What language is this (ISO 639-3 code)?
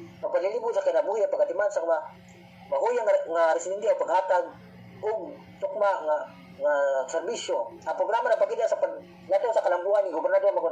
ceb